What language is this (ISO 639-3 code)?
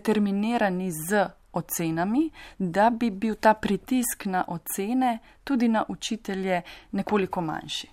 slv